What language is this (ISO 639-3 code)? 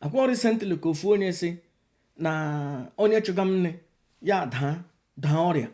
ibo